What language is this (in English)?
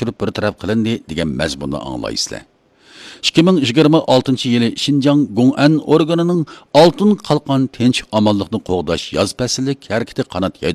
Uyghur